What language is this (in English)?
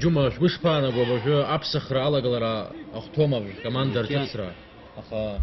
Abkhazian